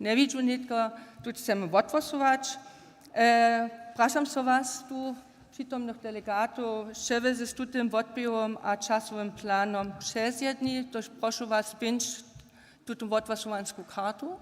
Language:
Upper Sorbian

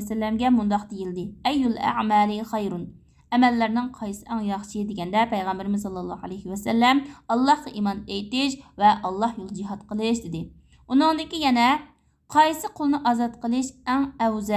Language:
Uyghur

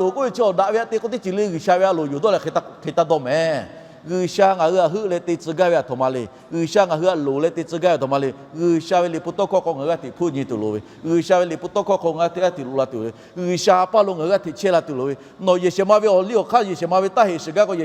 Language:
Lahu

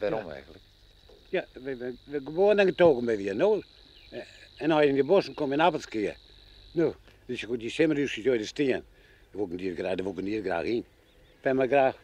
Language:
Western Frisian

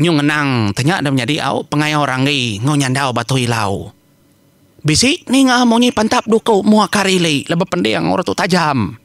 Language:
Iban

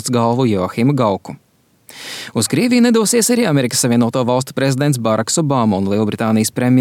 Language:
Latvian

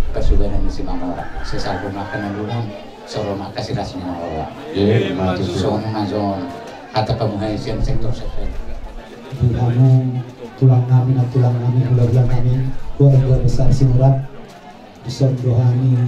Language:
Batak Toba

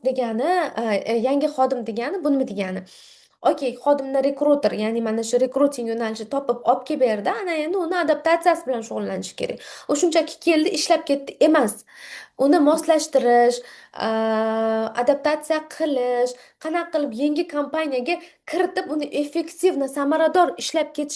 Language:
Uzbek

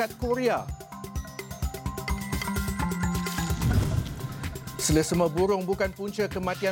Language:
Malay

